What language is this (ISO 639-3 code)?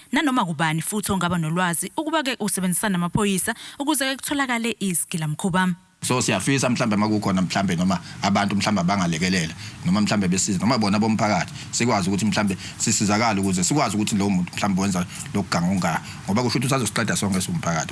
zul